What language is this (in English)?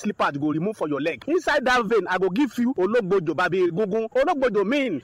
Nigerian Pidgin